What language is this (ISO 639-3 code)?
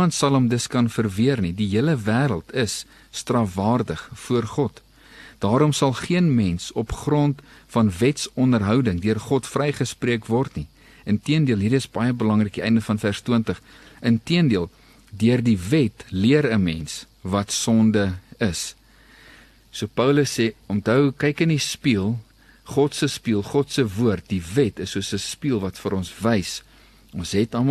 afr